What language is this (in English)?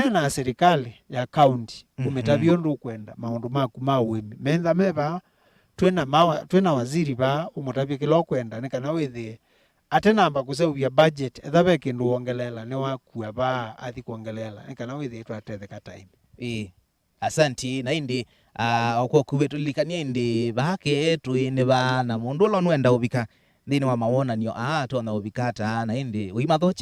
Kamba